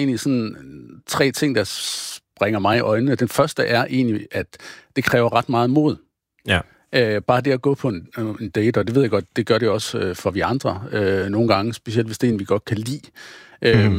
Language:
Danish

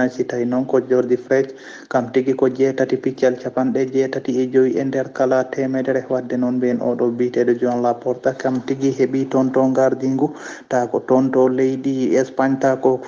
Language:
Fula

